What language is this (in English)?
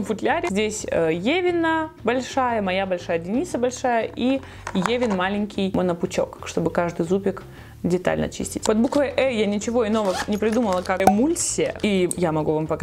Russian